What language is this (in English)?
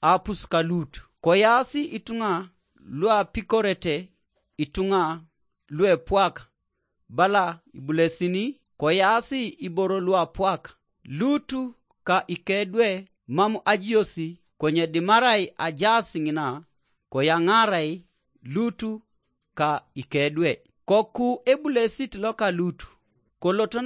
Teso